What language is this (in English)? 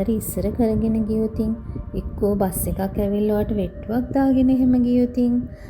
Sinhala